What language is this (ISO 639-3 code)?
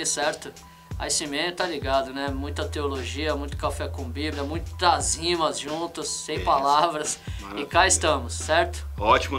por